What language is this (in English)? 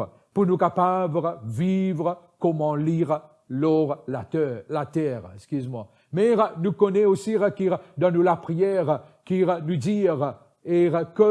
Morisyen